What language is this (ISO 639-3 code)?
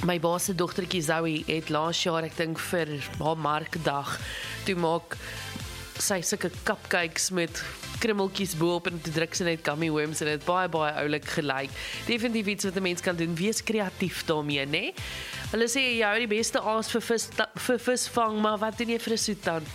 afr